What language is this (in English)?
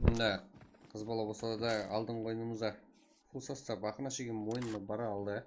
Kara-Kalpak